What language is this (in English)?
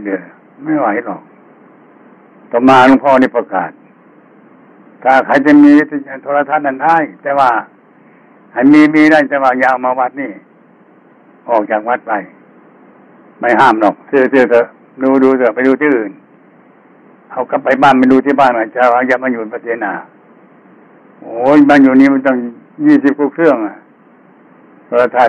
Thai